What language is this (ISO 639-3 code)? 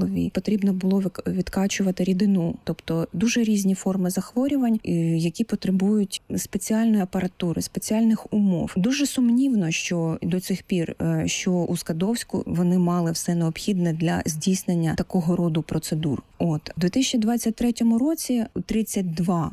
ukr